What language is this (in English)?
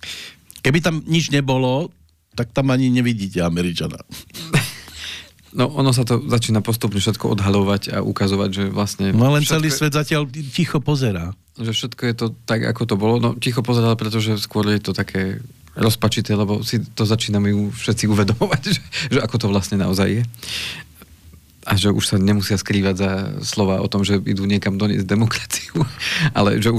Slovak